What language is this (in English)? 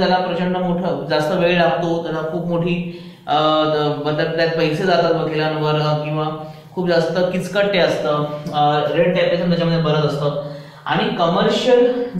Marathi